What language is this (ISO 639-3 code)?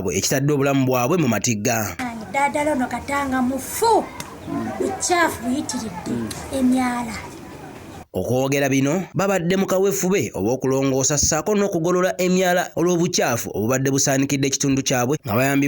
lug